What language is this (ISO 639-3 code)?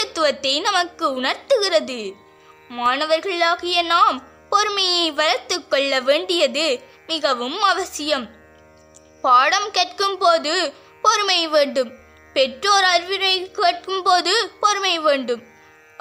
tam